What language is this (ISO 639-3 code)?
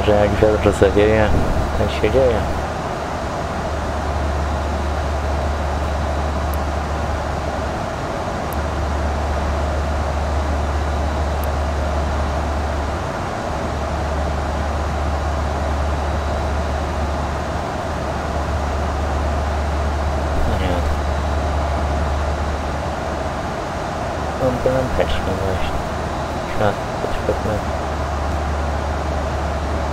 pol